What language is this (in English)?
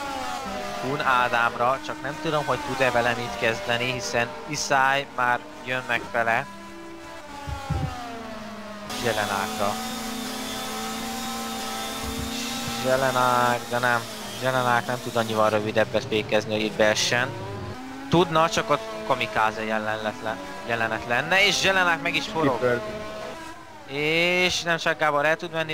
Hungarian